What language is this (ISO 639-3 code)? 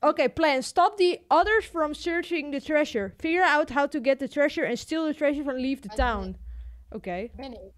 fry